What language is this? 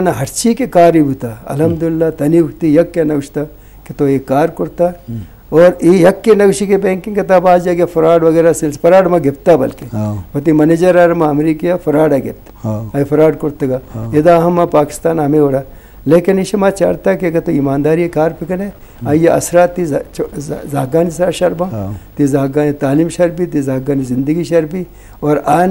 Baluchi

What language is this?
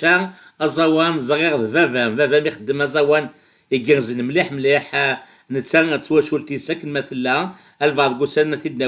Kabyle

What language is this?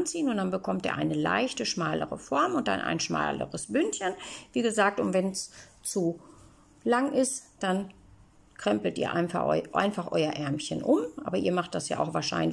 German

